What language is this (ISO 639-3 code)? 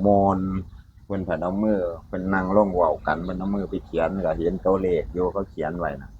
tts